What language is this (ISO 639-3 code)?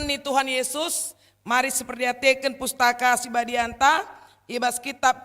btx